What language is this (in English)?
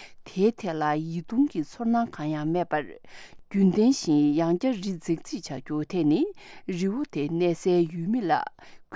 Tibetan